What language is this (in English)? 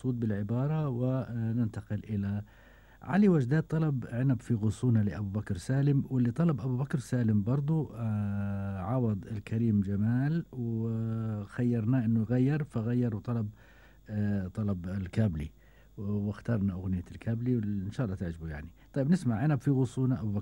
Gulf Arabic